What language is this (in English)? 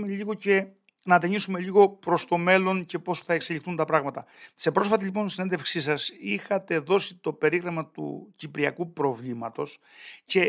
Greek